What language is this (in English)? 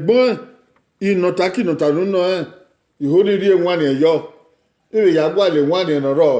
Bini